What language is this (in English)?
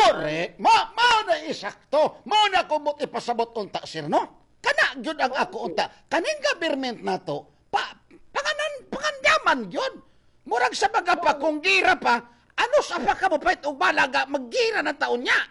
Cebuano